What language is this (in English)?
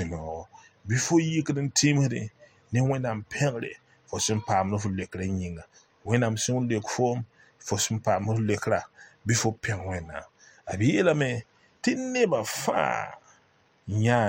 Mossi